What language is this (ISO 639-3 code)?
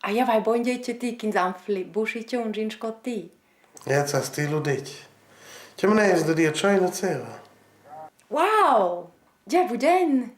roh